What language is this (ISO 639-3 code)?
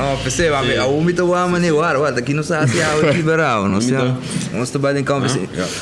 pap